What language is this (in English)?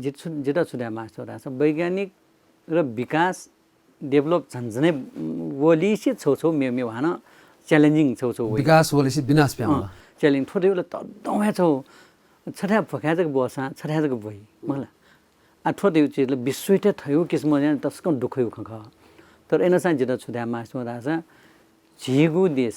Newari